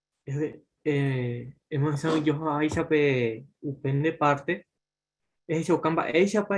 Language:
Guarani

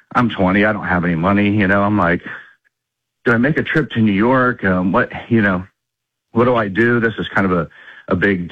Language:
English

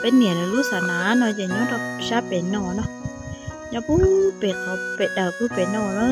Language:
Hmong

